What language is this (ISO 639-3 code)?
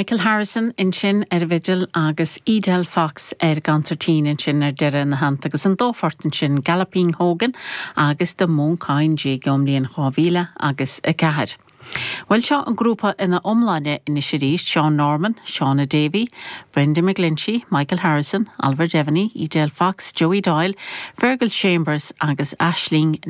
gle